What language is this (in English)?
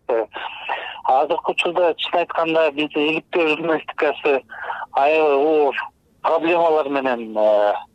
Kyrgyz